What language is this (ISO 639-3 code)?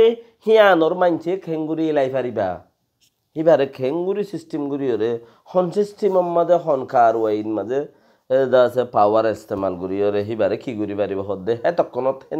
rhg